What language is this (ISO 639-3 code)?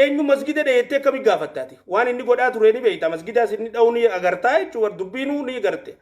orm